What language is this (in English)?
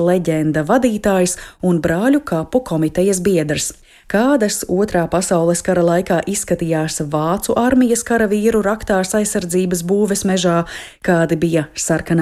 Latvian